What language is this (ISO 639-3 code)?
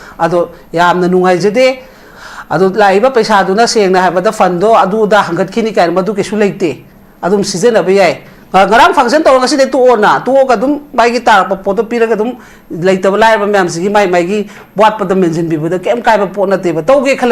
mni